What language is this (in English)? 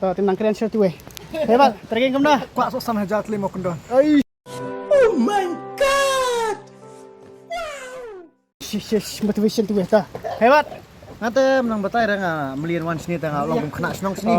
Khasi